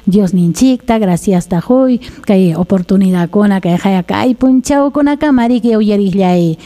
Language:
Ayacucho Quechua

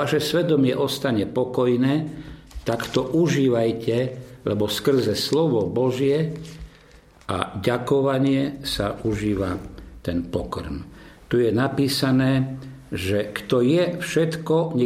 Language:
Slovak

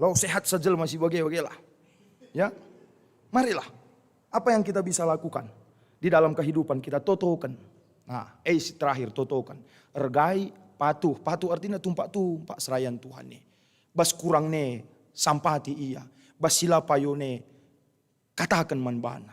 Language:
Batak Karo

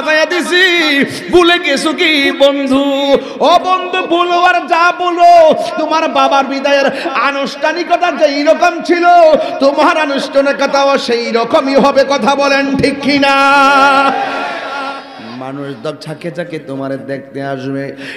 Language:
Bangla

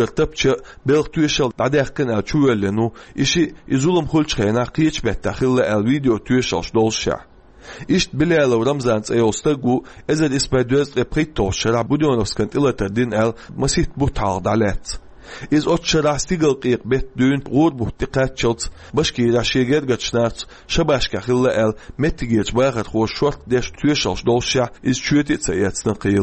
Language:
Chechen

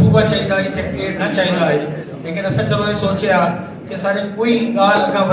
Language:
Saraiki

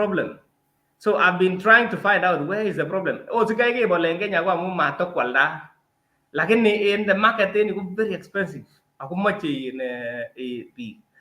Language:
Kalenjin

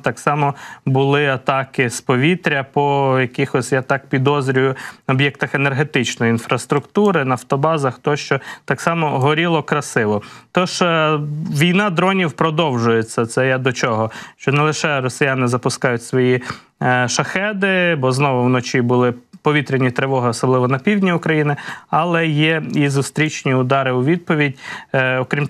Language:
Ukrainian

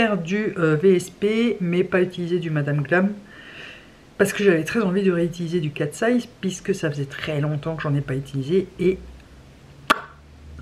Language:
French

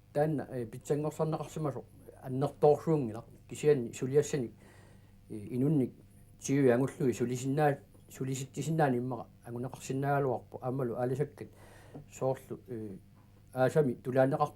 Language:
Kalaallisut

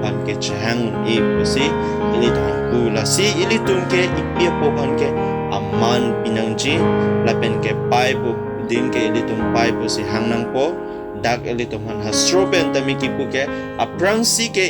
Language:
Karbi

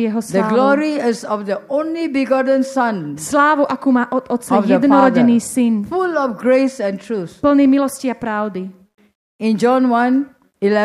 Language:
Slovak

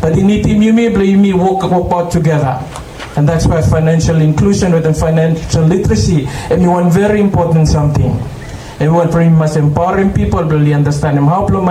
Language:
Bislama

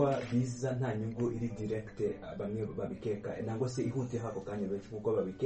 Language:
Kinyarwanda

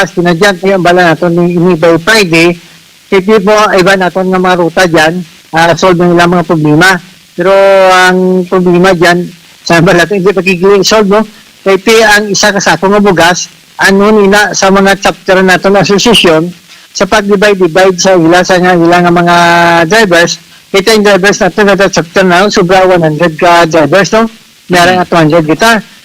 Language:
Hiligaynon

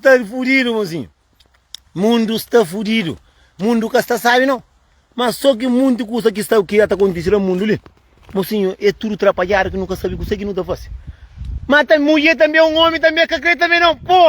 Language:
Kabuverdianu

